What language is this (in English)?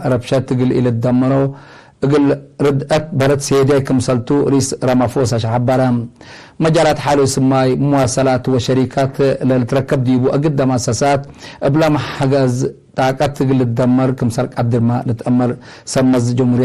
Tigre